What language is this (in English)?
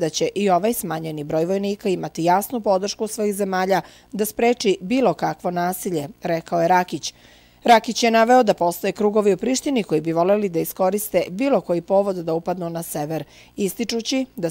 Serbian